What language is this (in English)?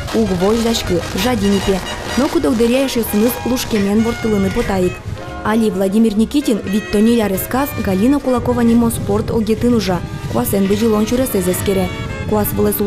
Udmurt